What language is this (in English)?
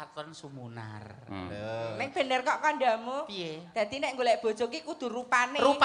Javanese